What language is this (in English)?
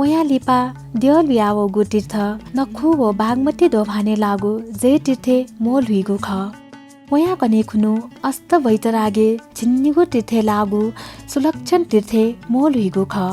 Newari